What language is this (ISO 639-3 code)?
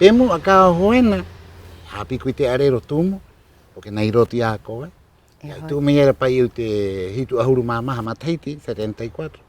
rap